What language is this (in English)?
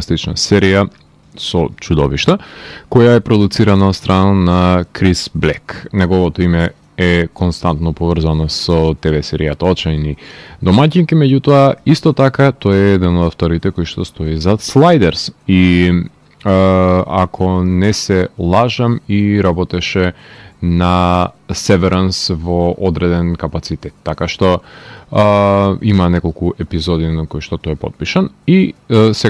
Macedonian